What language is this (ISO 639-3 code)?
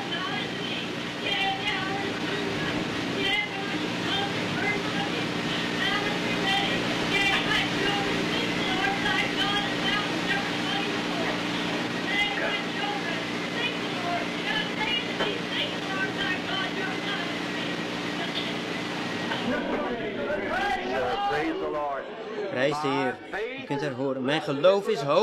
nld